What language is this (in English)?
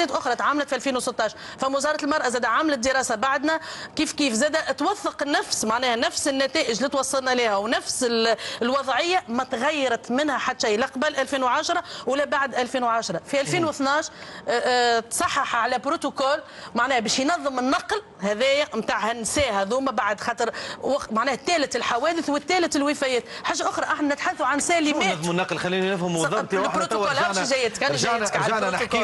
Tunisian Arabic